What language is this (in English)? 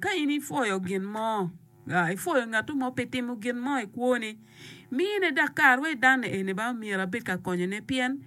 Acoli